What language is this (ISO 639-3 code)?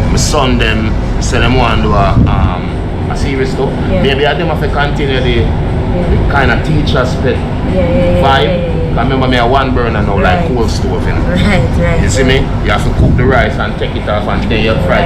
jam